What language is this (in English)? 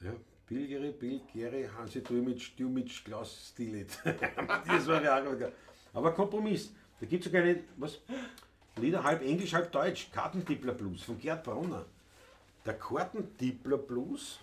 Bavarian